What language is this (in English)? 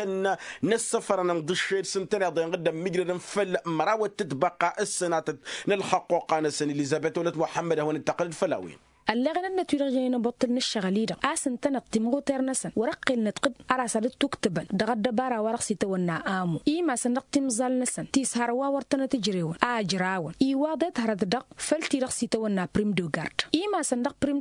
Tamasheq